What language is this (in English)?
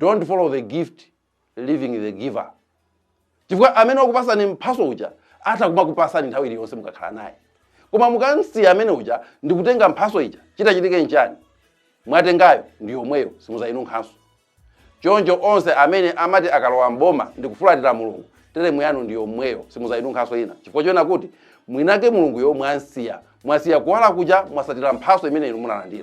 Nyanja